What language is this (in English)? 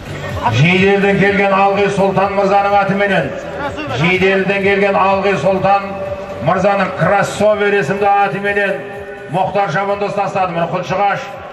Kazakh